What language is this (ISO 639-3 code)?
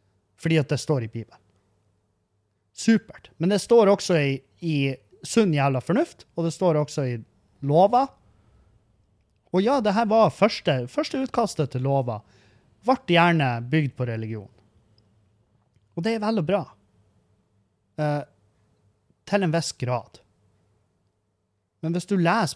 nor